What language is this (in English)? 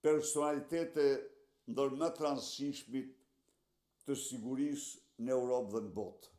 Albanian